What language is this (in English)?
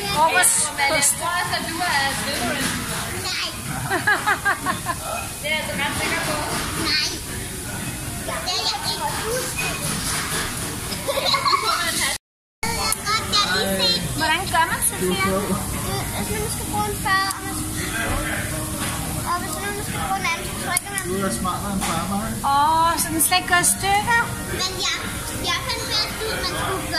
Danish